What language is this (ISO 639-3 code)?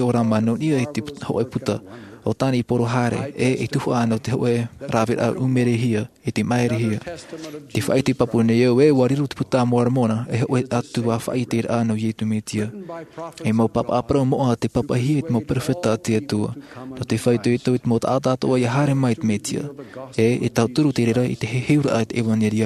tah